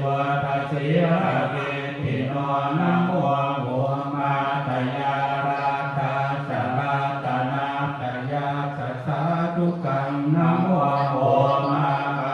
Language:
Pali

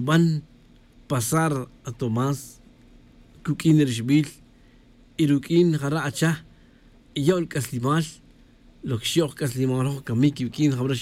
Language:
Tz'utujil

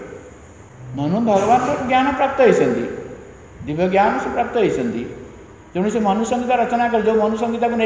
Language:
Odia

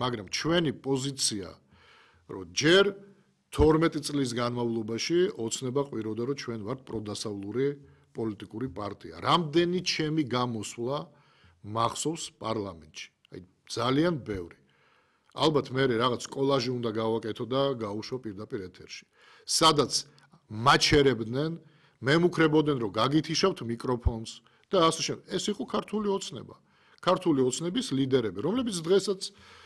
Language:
Georgian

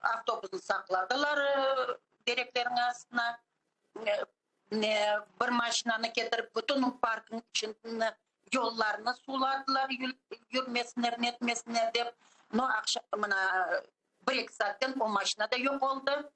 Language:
Crimean Tatar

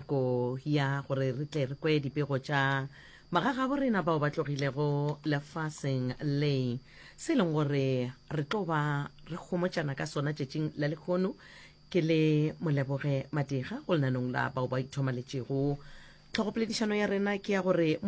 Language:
Northern Sotho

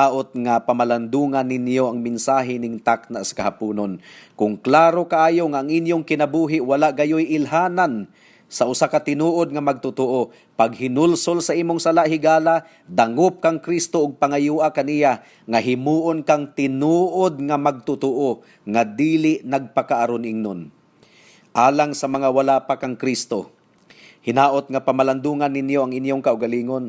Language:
Cebuano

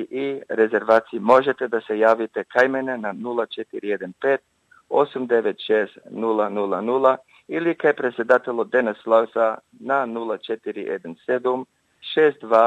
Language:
Macedonian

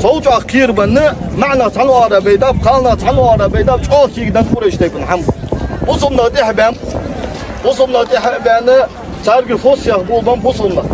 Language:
Ingush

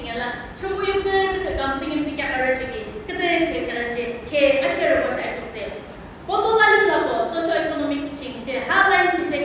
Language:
Yimchungru Naga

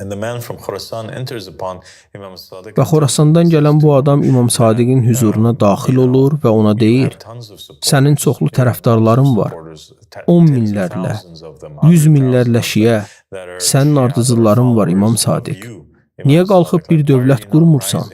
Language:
Azerbaijani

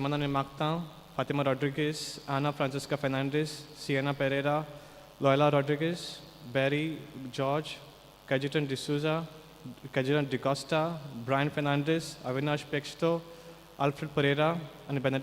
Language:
Konkani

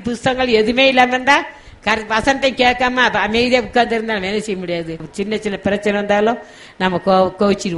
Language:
Tamil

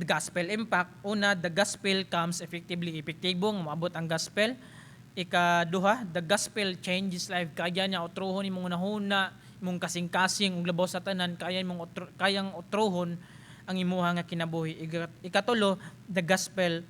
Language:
Cebuano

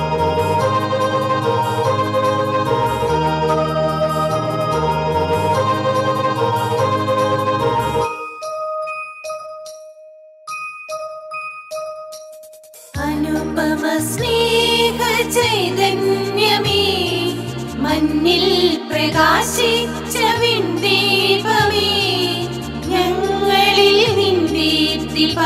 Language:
Malayalam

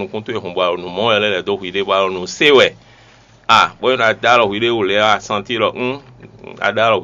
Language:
Fon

